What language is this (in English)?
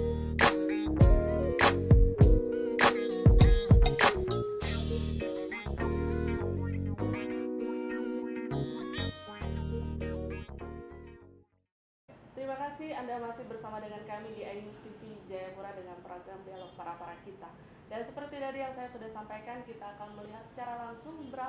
Indonesian